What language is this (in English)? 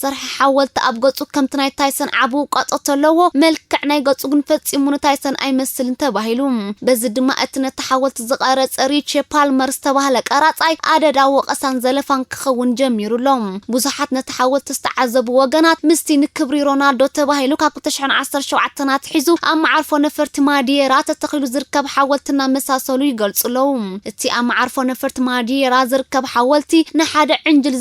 Tigrinya